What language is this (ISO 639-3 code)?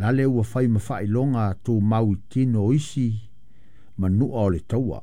smo